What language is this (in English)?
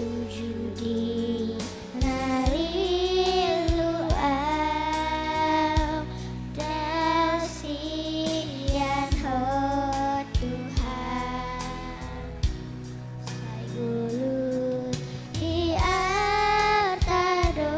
Batak Toba